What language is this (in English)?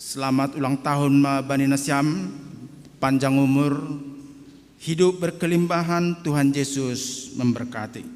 Batak Simalungun